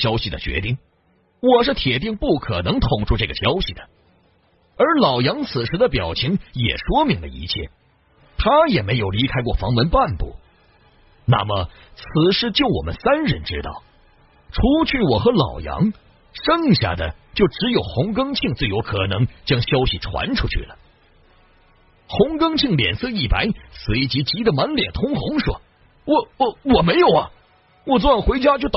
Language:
Chinese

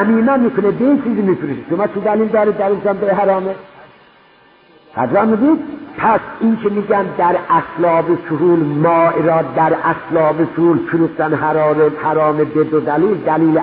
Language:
Persian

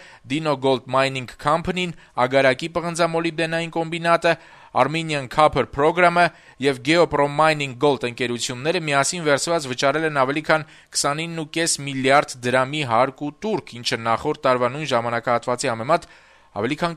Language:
Armenian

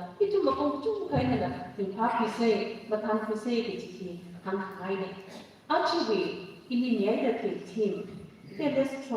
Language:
Tangkhul Naga (India)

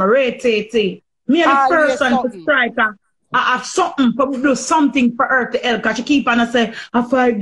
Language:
Jamaican Creole English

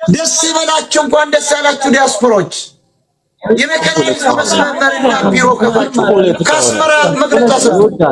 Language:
Amharic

